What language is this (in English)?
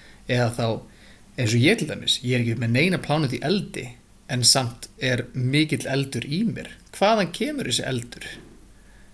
Icelandic